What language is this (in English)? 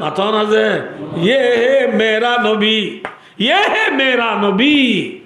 Rohingya